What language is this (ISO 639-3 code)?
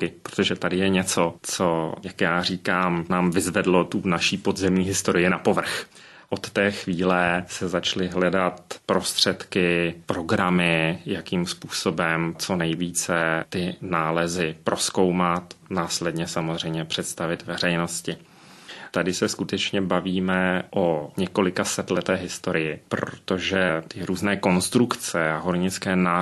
ces